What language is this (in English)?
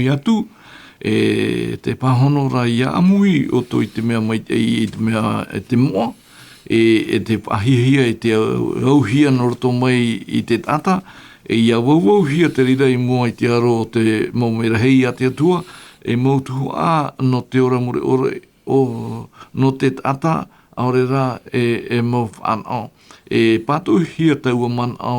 Tahitian